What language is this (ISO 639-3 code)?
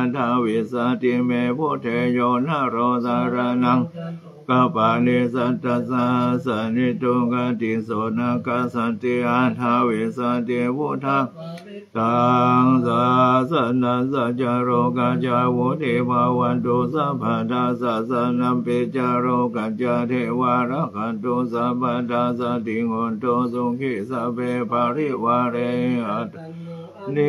pli